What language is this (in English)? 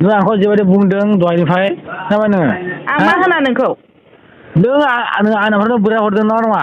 Bodo